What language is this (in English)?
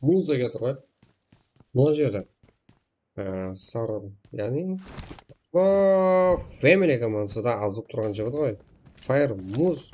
Kara-Kalpak